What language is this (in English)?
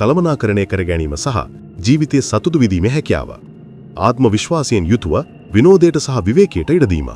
Sinhala